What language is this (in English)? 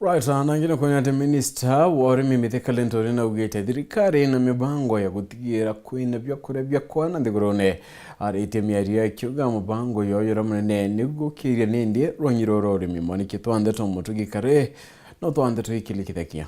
Meru